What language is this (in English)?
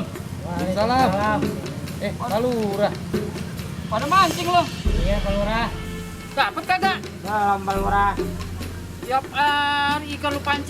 Betawi